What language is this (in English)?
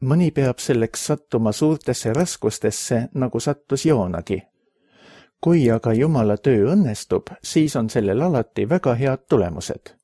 Estonian